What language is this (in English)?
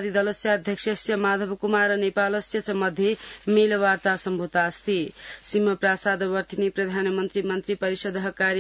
Sanskrit